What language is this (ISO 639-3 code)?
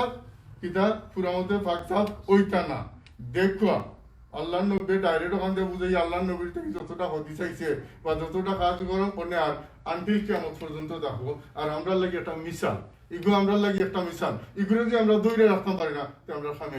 syl